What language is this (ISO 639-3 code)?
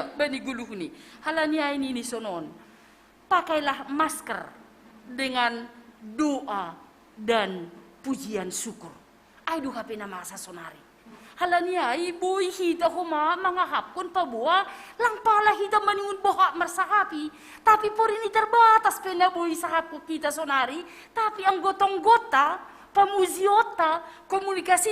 bts